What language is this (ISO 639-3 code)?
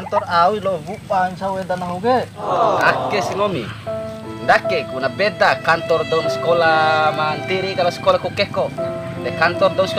bhp